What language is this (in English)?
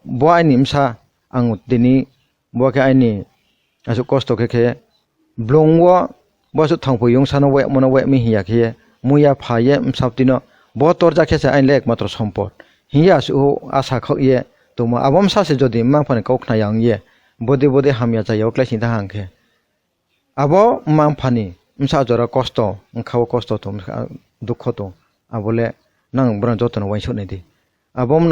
Kok Borok